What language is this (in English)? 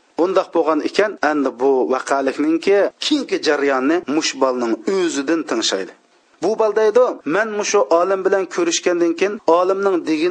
Uyghur